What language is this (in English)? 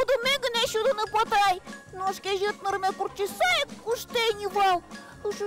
Udmurt